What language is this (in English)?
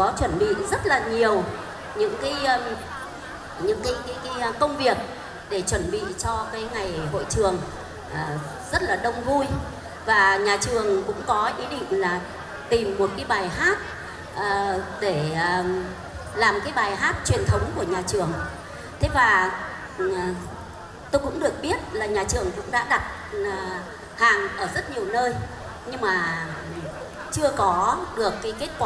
Vietnamese